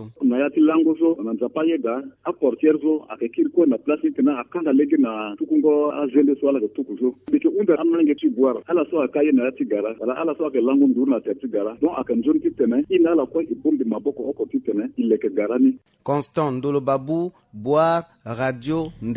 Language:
Sango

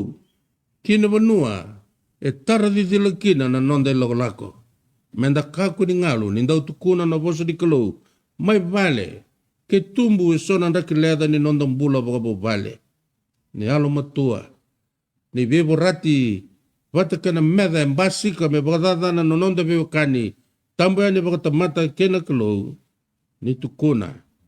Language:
Fijian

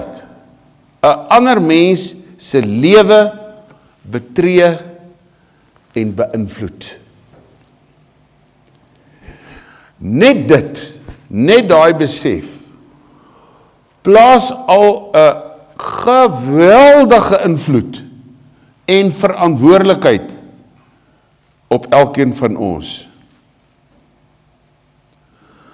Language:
Afrikaans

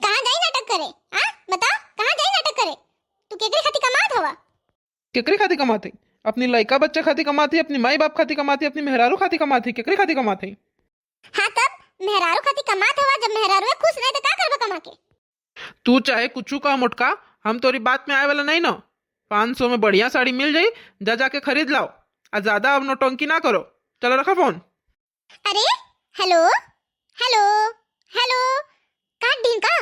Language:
Bhojpuri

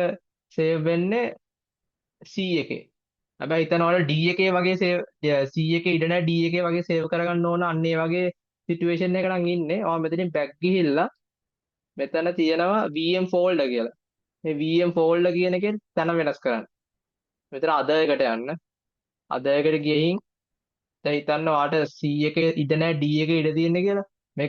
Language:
Sinhala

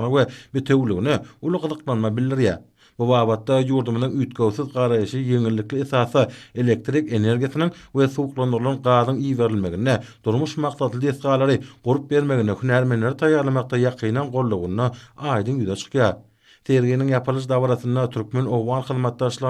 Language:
Turkmen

